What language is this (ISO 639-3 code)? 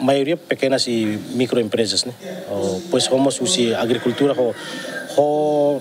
tet